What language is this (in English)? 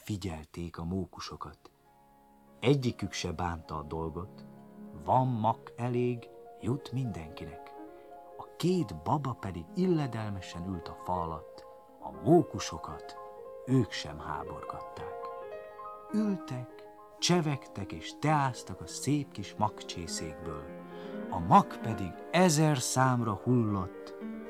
Hungarian